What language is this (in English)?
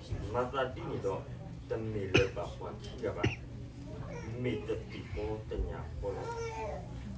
S'gaw Karen